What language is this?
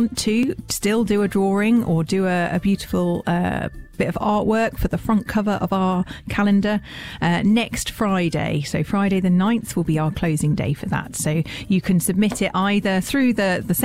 English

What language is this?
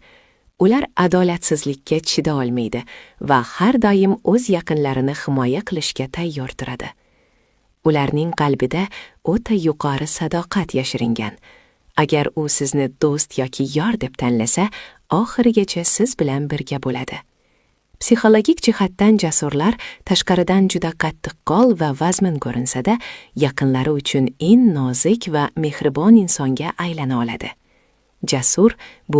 Uzbek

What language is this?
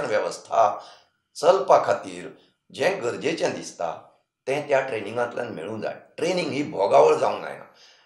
Konkani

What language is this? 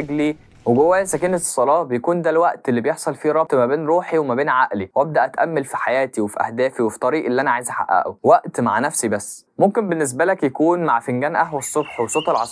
Egyptian Arabic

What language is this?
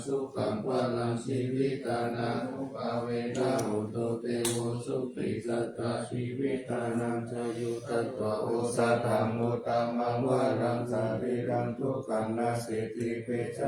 Pali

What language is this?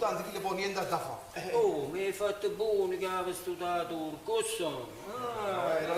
Neapolitan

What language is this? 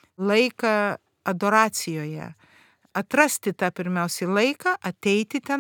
Lithuanian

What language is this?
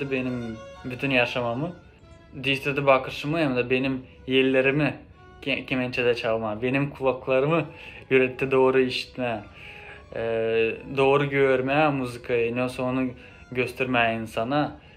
Gagauz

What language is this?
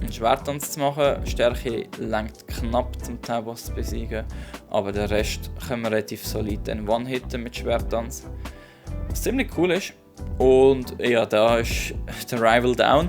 Swiss German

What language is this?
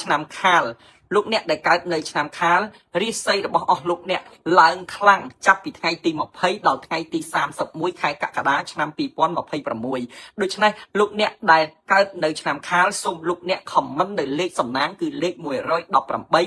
Khmer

